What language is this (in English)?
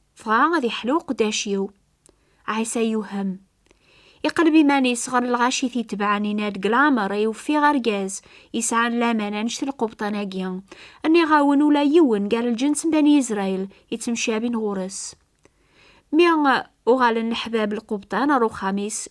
Kabyle